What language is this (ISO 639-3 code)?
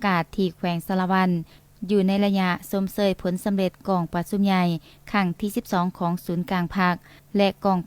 lao